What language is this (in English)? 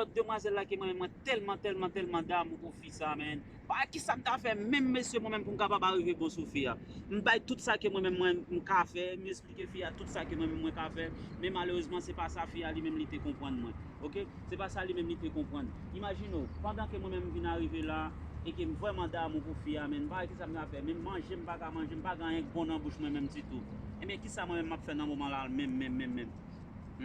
Haitian Creole